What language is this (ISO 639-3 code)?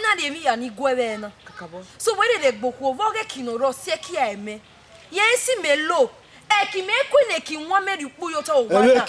bin